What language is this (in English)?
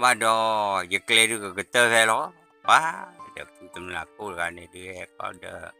S'gaw Karen